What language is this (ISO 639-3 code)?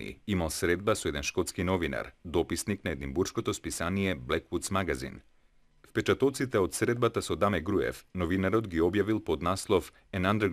mkd